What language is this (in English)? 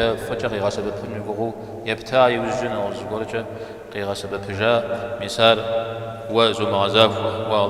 Kabardian